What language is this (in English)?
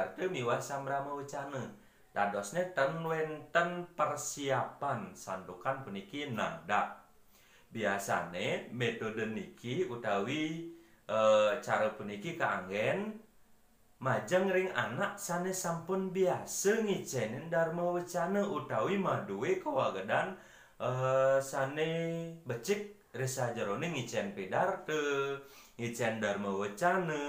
Balinese